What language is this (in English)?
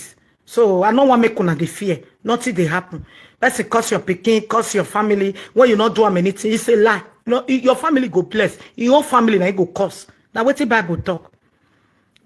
Nigerian Pidgin